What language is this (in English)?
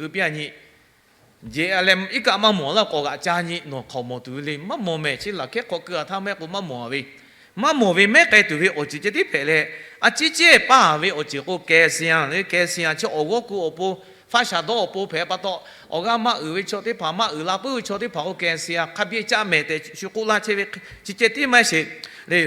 Lahu